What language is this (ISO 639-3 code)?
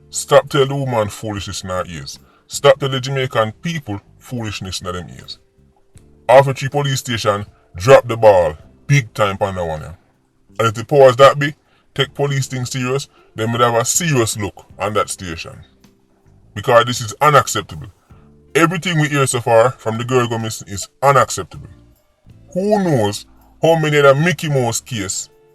jam